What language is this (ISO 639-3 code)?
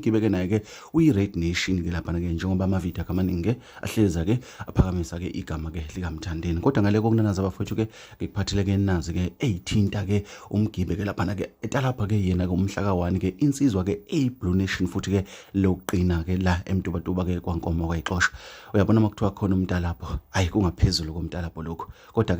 zul